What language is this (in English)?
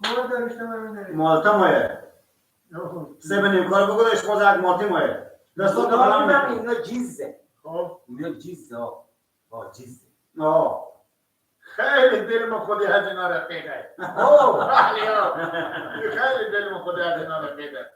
Persian